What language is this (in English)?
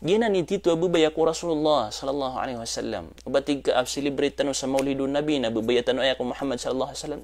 Maranao